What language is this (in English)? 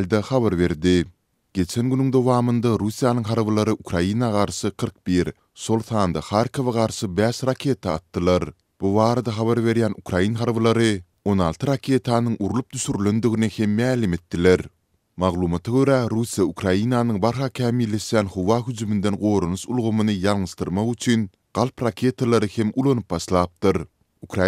Turkmen